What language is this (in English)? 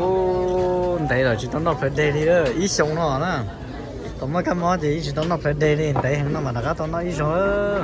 Hmong